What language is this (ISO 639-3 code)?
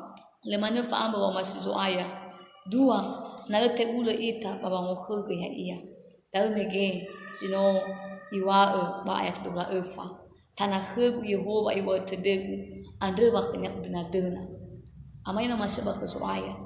nia